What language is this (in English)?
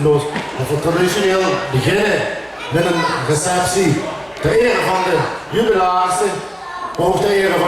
Limburgish